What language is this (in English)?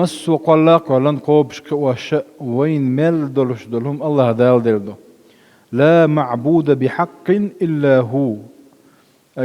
Chechen